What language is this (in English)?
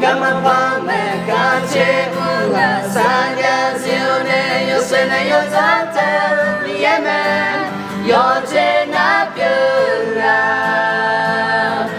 Akha